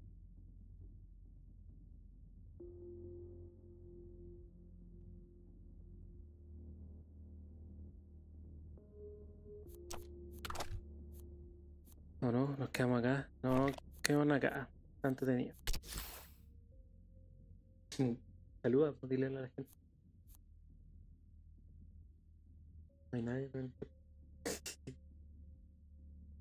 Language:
Spanish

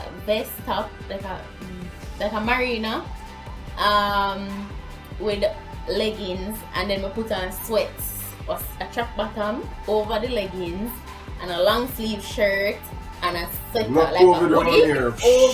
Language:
Jamaican Creole English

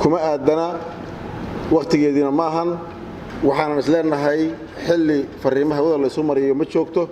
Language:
Somali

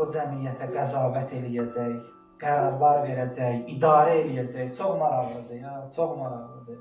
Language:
Azerbaijani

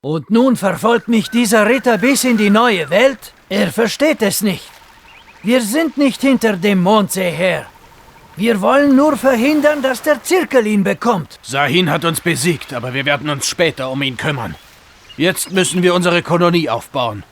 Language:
Bavarian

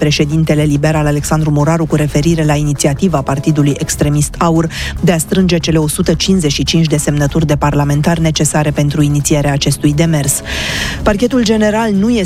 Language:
Romanian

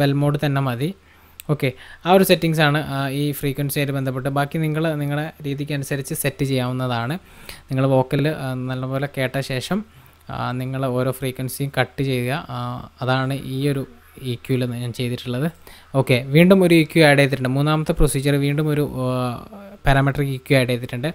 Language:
Malayalam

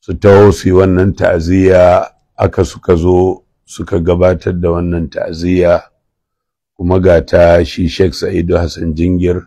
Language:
Hausa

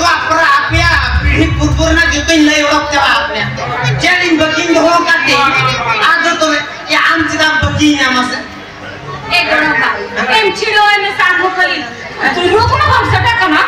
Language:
Santali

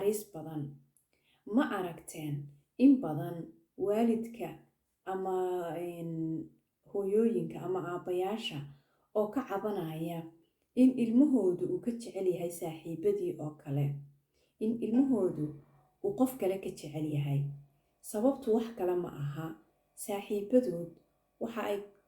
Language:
Somali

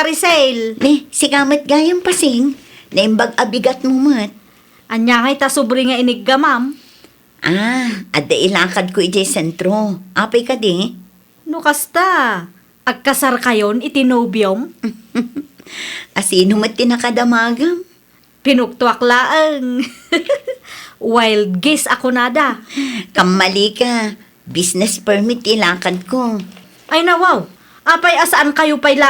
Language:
Iloko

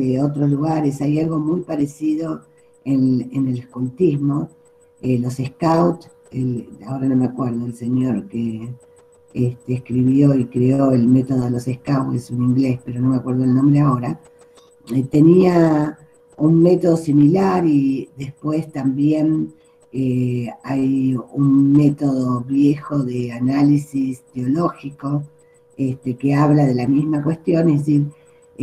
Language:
Spanish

